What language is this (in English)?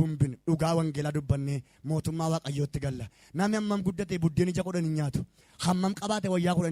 Oromo